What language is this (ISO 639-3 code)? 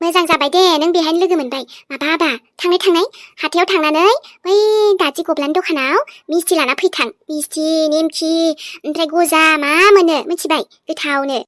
brx